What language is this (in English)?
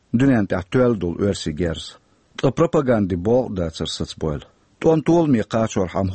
Chechen